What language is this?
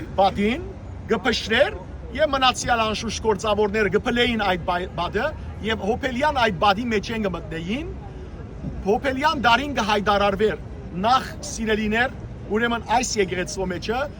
Western Armenian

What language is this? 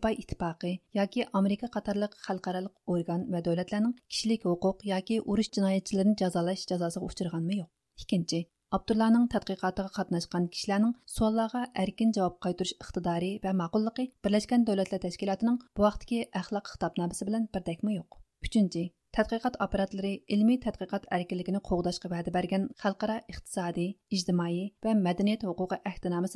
Uyghur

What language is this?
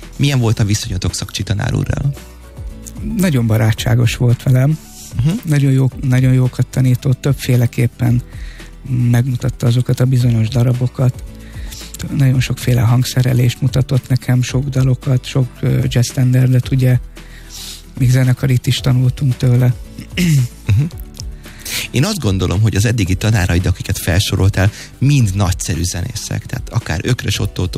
Hungarian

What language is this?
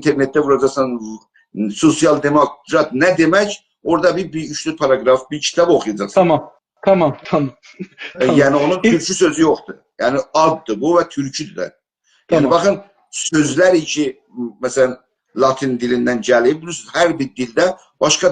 South Azerbaijani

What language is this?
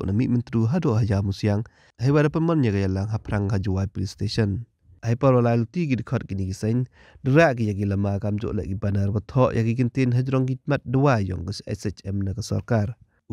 Pnar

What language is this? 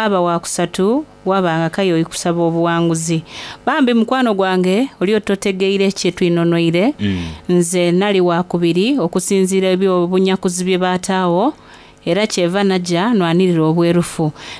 Soga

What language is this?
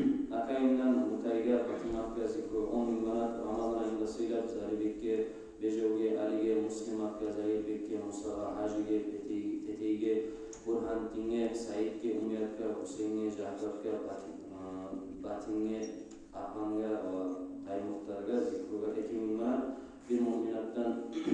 Kumyk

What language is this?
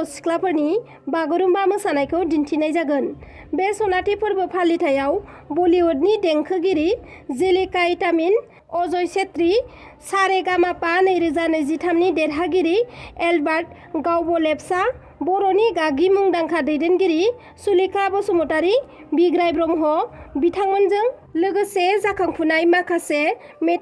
Bodo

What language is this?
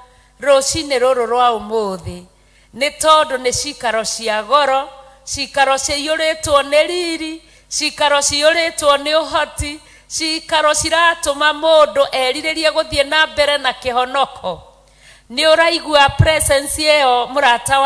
Kikuyu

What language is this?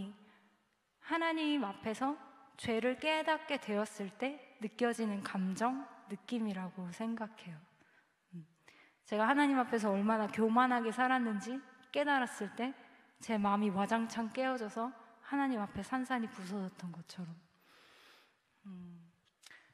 Korean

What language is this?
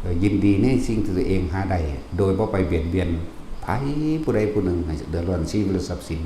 Lao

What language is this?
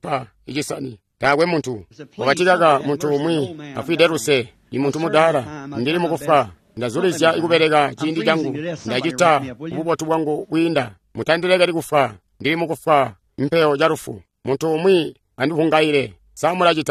Tonga (Zambia)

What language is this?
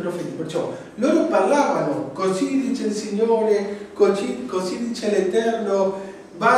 Italian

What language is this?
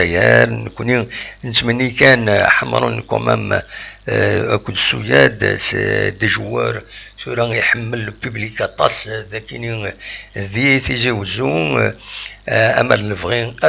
Kabyle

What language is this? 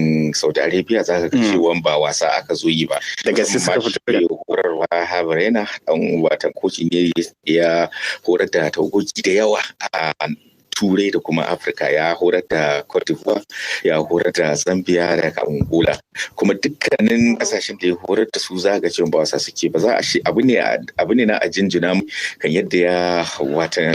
Hausa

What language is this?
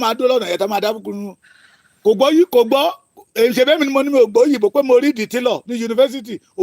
Yoruba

